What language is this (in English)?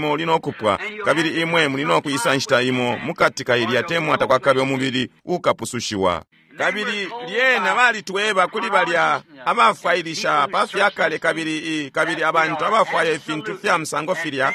Bemba